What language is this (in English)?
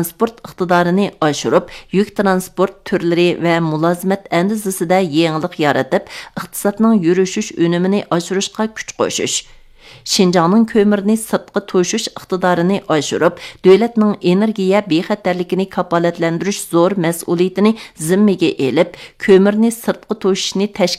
Uyghur